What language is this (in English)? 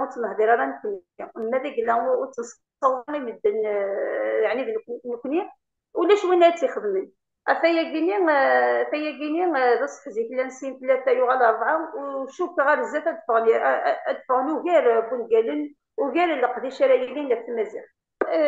Kabyle